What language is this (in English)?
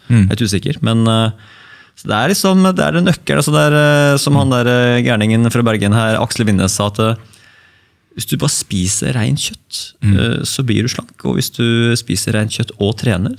Norwegian